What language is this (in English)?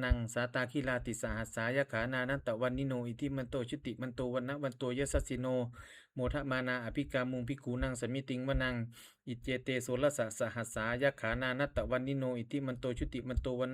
Pali